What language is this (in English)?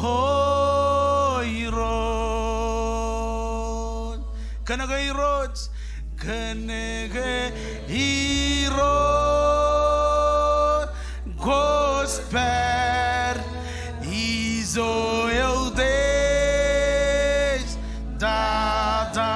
Marshallese